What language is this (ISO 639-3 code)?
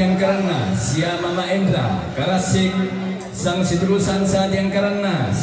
sda